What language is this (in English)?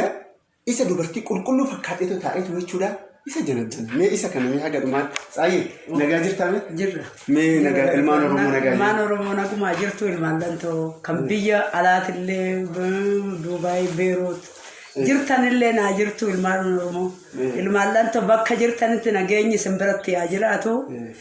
Oromo